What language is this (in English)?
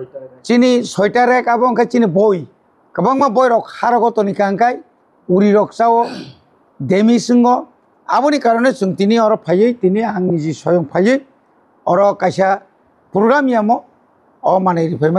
Kok Borok